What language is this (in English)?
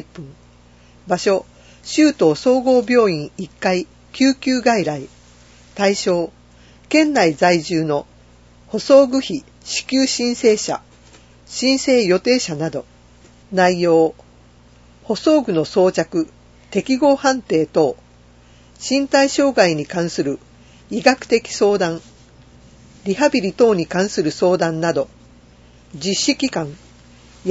Japanese